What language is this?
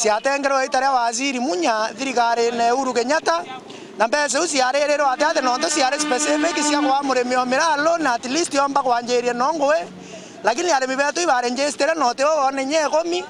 Meru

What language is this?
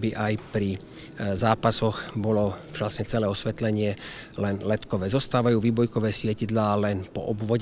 Slovak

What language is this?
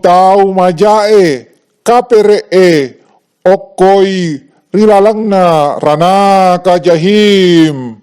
Buginese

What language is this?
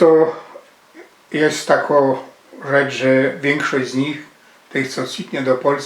Silesian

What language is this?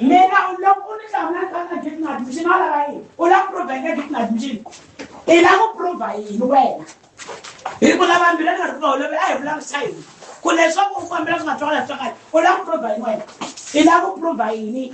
Tsonga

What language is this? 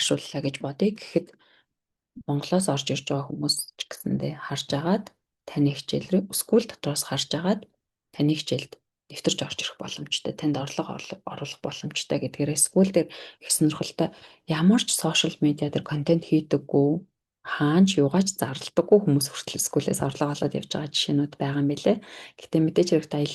Mongolian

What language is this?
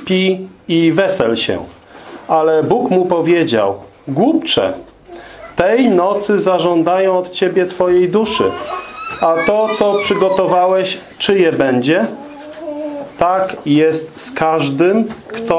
Polish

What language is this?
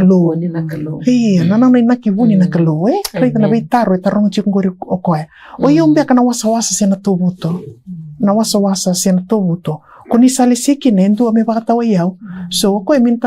Fijian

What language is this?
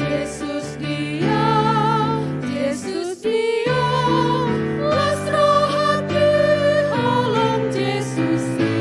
Batak Toba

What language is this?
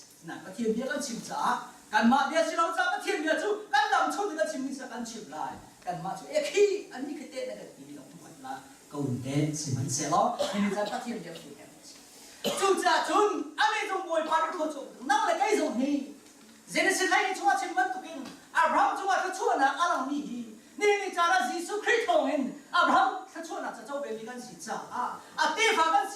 Hakha Chin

